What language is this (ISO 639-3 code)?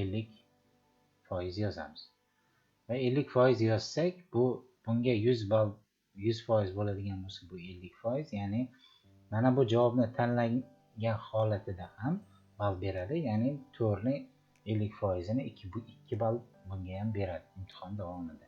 uzb